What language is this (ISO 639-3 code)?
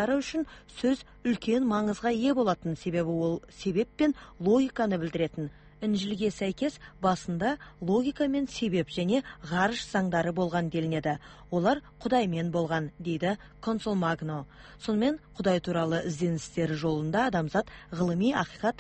kaz